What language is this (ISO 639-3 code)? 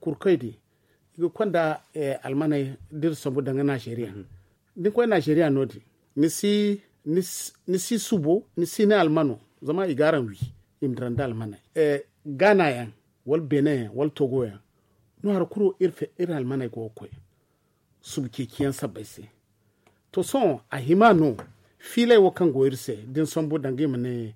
dje